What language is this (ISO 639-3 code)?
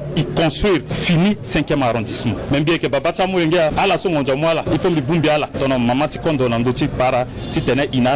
sag